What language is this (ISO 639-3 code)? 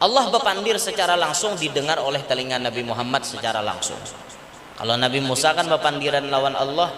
bjn